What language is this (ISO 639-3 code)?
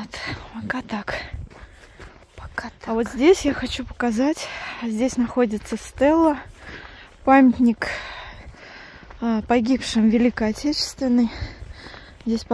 rus